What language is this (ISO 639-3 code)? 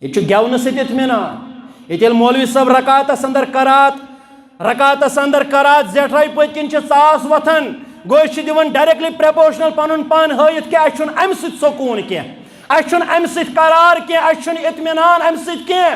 kas